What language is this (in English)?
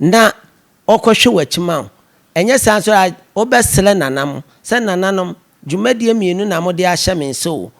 Akan